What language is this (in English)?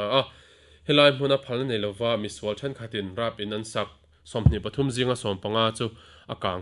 Mizo